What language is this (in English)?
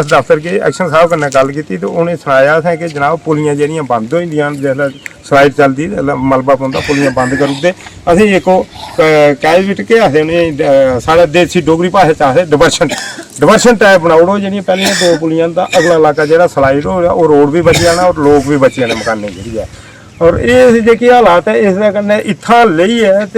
Dogri